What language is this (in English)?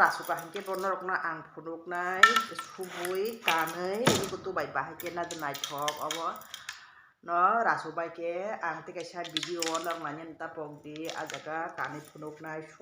Kok Borok